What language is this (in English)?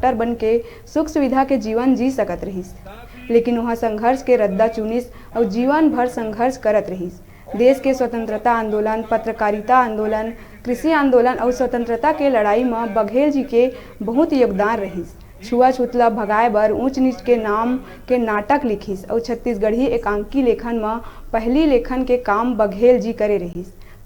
Chhattisgarhi